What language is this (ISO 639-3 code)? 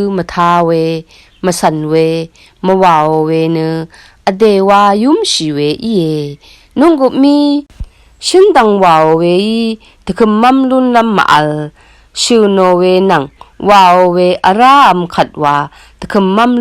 raw